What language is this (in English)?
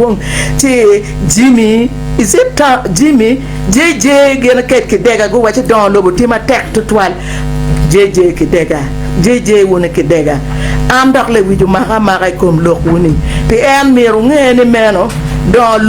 Acoli